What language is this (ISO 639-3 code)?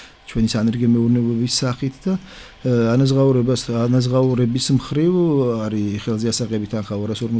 kat